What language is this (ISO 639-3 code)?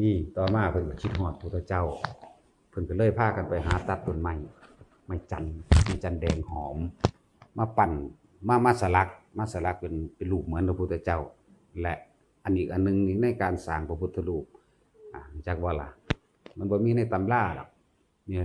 tts